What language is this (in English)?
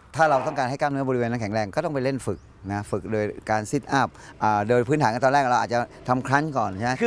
Thai